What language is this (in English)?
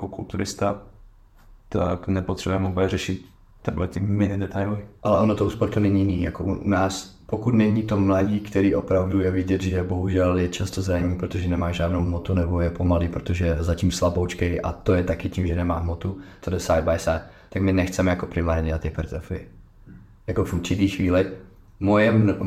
Czech